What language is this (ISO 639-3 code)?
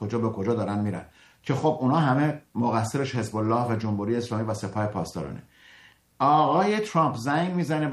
fas